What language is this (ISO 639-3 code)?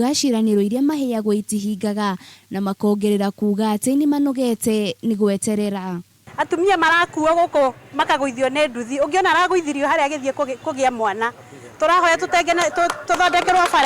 kik